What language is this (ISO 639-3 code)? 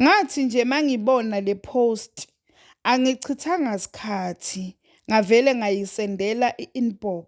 zul